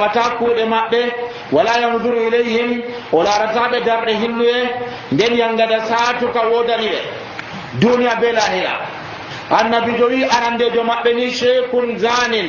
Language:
Nigerian Fulfulde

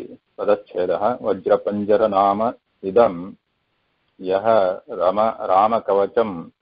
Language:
Sanskrit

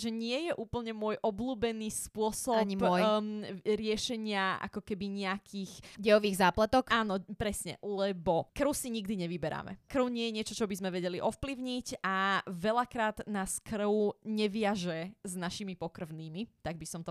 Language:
Slovak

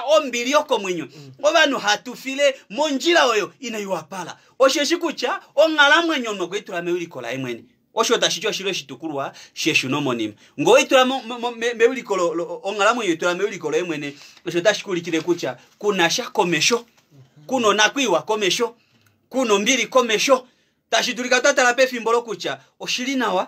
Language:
Kuanyama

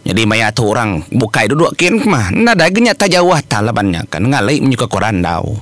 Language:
Iban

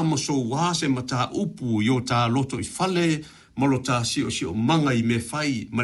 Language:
Samoan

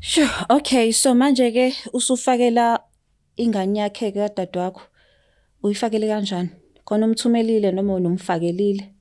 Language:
Zulu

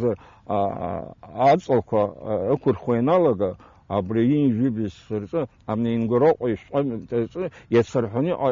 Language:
Abkhazian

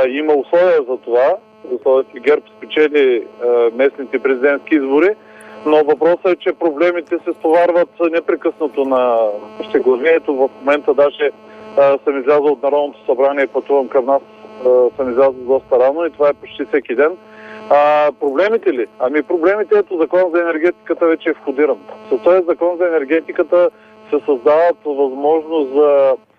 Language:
Bulgarian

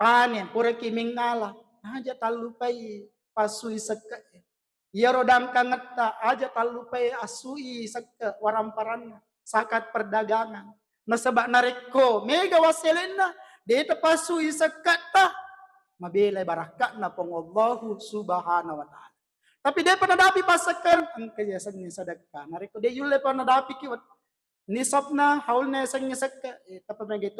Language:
Buginese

